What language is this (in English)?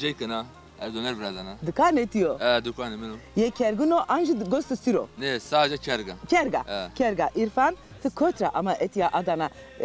Zaza